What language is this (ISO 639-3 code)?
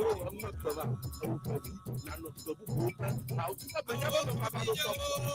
ewe